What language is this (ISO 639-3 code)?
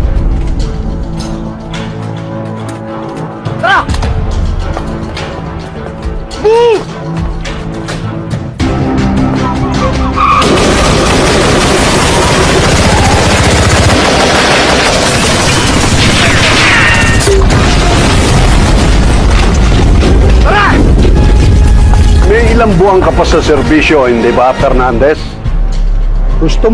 fil